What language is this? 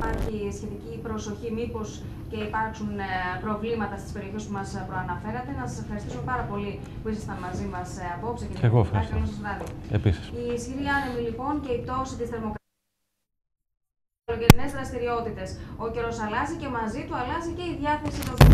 Greek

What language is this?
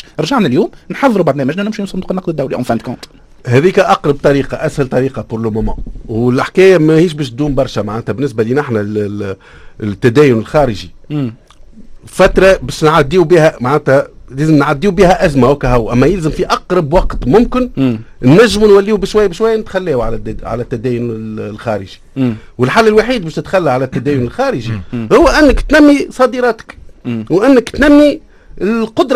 Tunisian Arabic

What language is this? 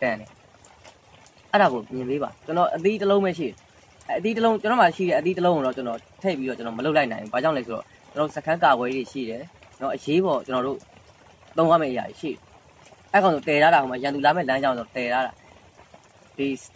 Burmese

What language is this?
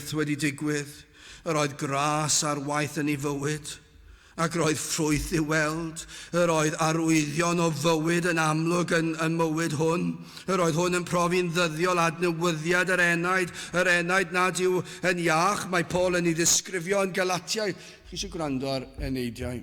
Welsh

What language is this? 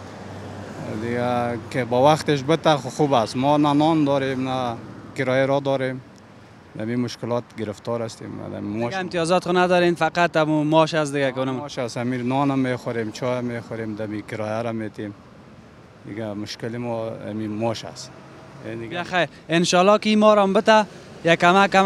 Persian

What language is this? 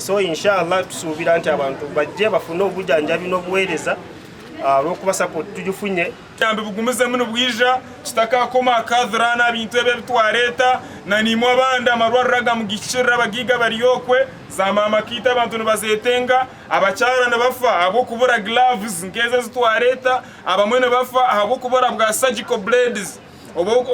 Nyankole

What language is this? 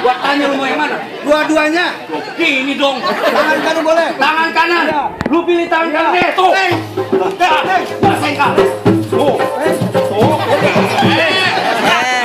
Betawi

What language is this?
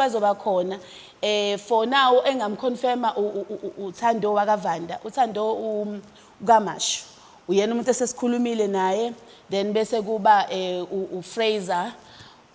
Zulu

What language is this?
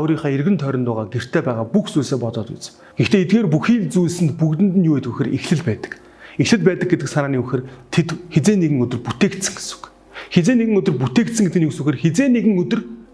Mongolian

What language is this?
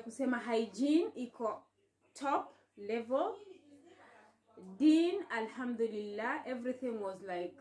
Swahili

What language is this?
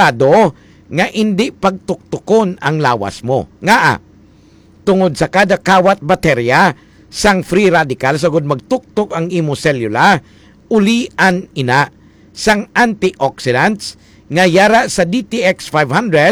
Hiligaynon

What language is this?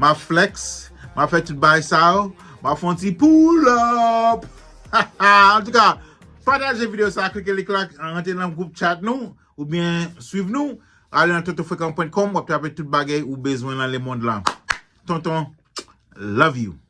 Haitian Creole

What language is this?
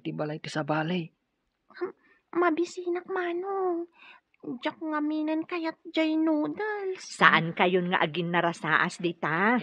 Iloko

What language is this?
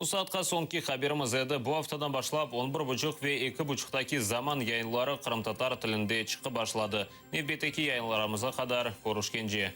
Crimean Tatar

